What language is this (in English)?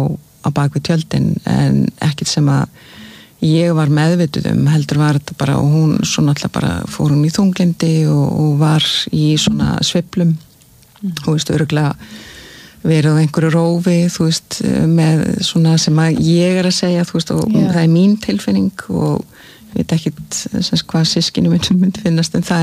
Icelandic